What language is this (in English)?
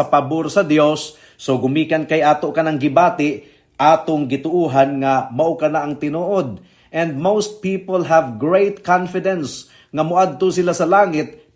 Cebuano